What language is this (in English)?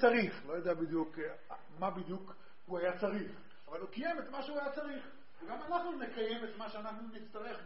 Hebrew